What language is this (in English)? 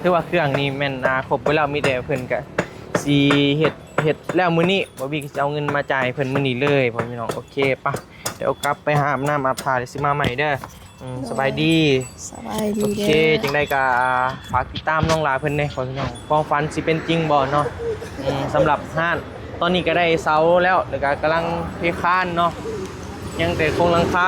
Northeastern Thai